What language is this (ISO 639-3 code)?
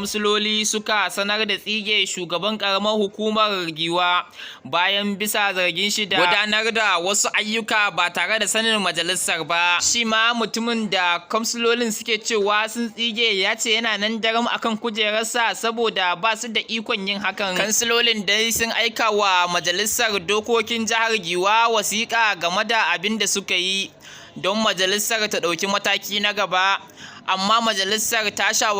hau